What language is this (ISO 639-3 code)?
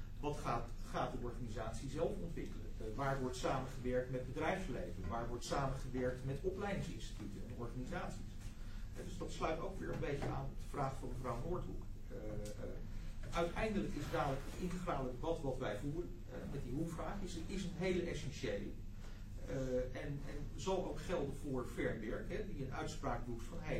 nld